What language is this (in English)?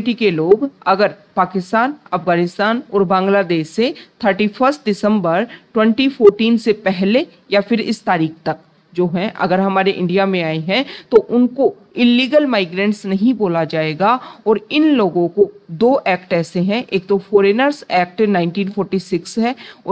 Hindi